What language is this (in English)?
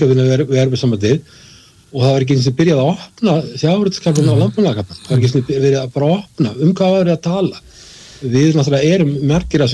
Icelandic